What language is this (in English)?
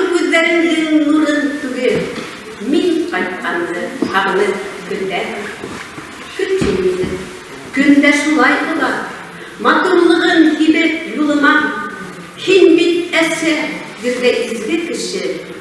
Bashkir